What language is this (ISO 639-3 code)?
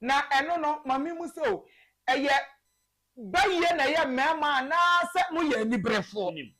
aka